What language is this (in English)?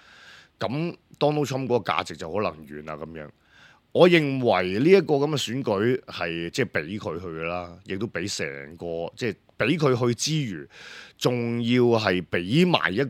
Cantonese